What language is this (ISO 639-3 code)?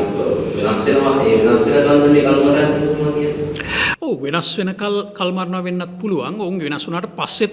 sin